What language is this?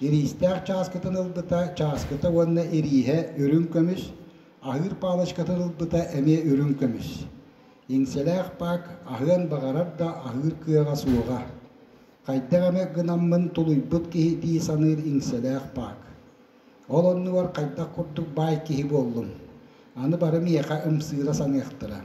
Yakut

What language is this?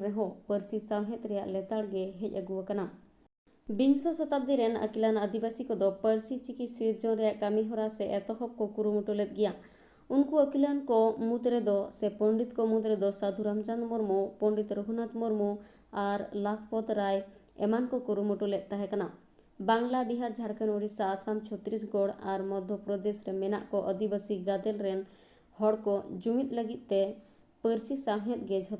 Santali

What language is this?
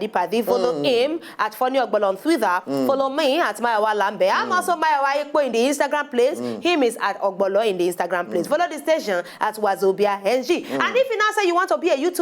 Nigerian Pidgin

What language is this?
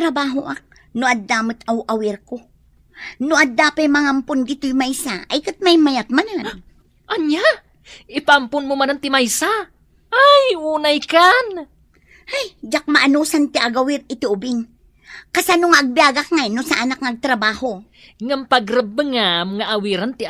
Iloko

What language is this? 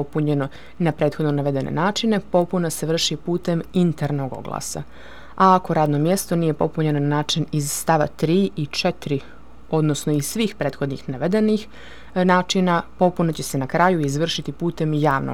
Serbian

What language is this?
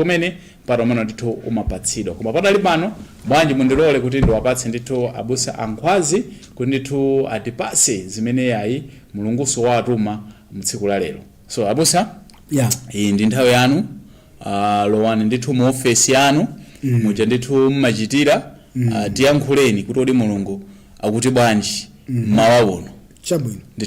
Nyanja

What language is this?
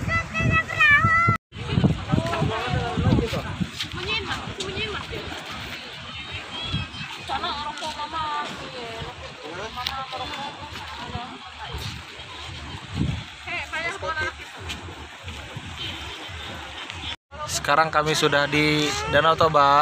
Indonesian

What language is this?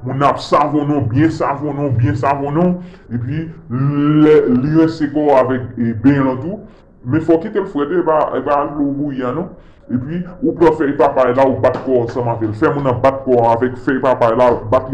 Haitian Creole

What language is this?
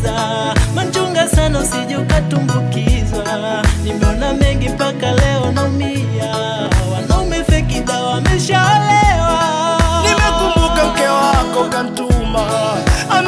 Swahili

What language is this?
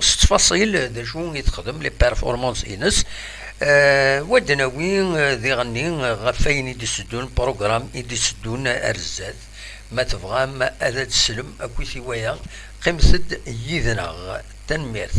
Kabyle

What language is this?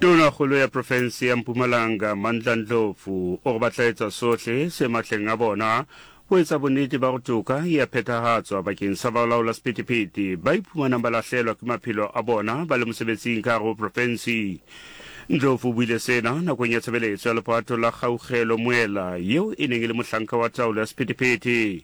Southern Sotho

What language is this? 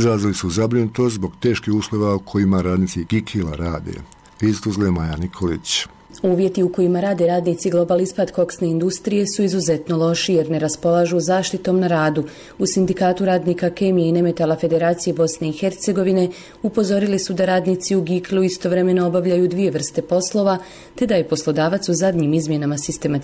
Bosnian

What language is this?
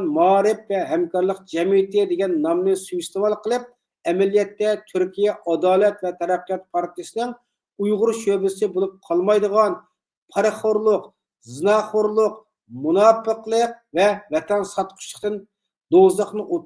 Uyghur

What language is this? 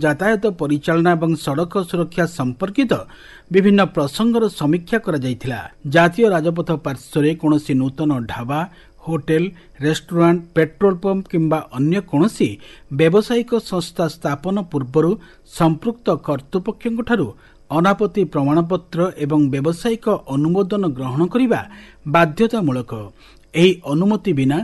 Odia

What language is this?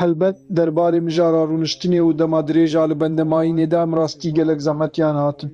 Kurdish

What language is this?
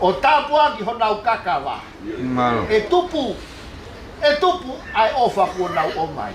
Tongan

